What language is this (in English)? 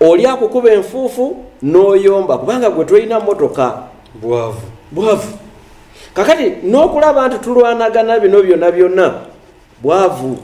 Ganda